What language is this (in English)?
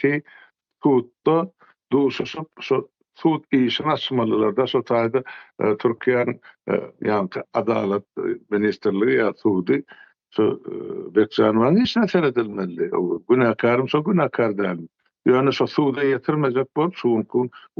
Turkmen